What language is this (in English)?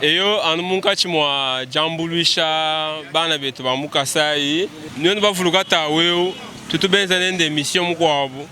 Luba-Lulua